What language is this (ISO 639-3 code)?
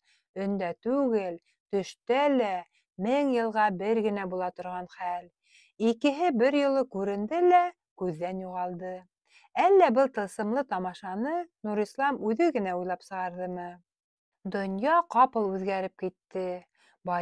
bak